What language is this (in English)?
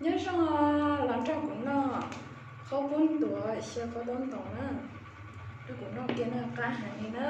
Hmong